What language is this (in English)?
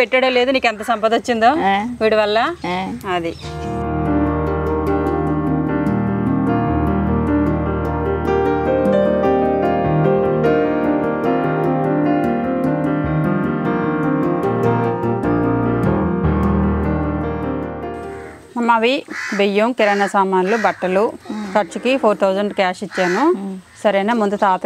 Telugu